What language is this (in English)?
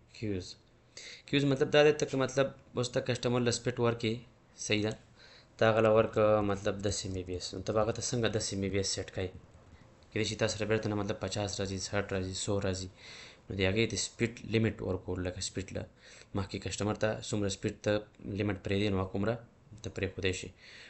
Pashto